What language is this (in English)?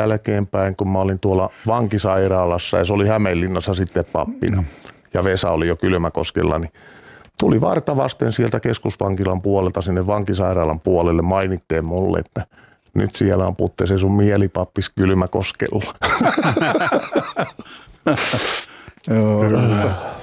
Finnish